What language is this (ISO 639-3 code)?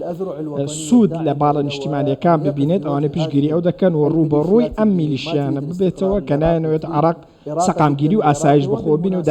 ckb